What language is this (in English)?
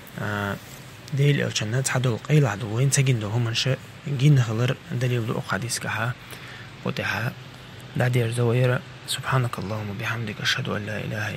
Chechen